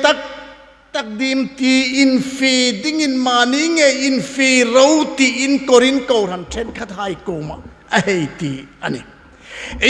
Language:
Hmar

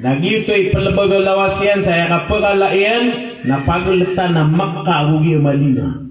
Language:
Maranao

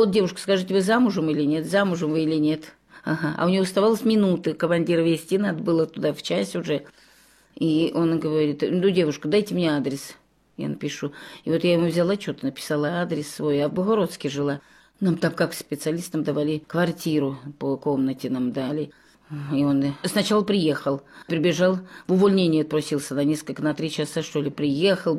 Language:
Russian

